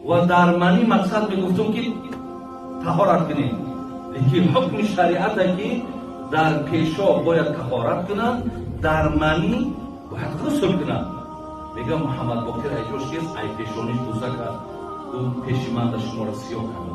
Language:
Tajik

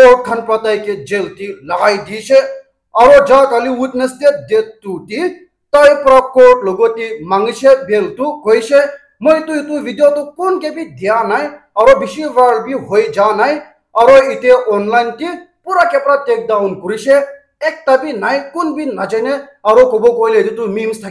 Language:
Naga Pidgin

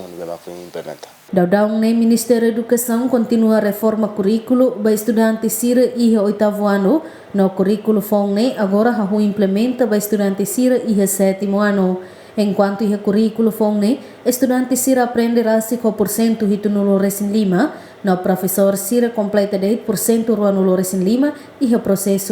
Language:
Tetum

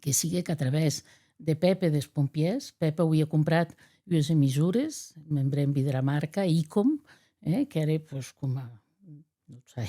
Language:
Occitan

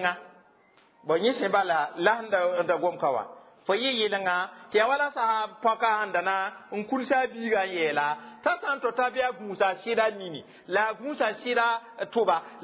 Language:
Mossi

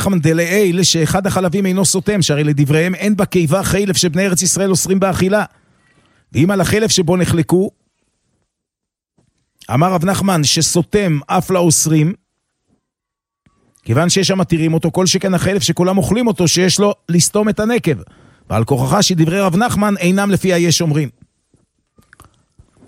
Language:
Hebrew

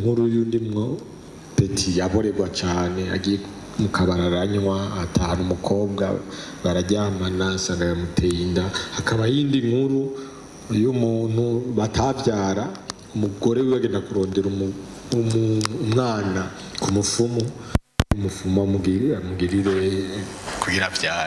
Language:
Rundi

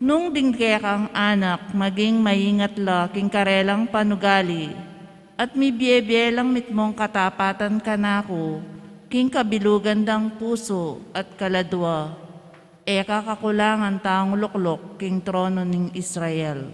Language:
Pampanga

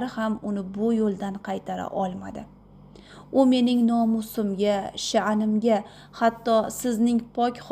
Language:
Uzbek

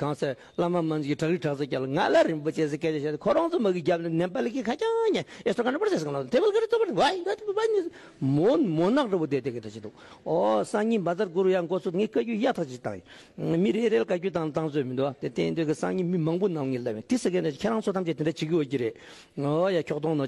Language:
Tibetan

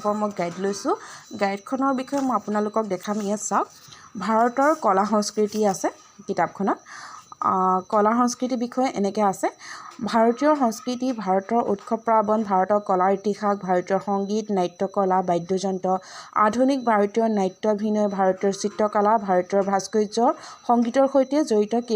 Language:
Assamese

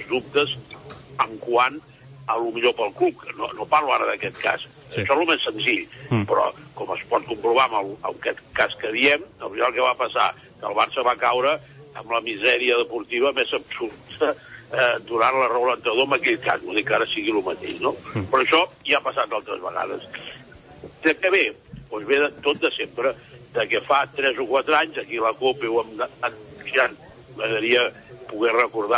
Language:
Catalan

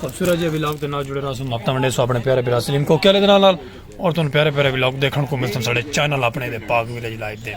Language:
Saraiki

